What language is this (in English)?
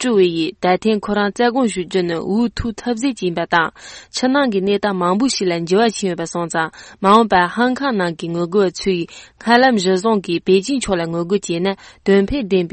Tibetan